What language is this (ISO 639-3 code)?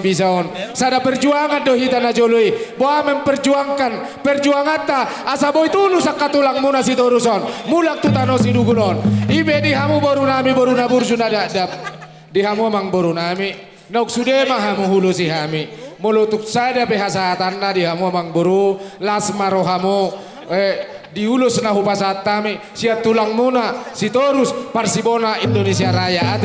bbc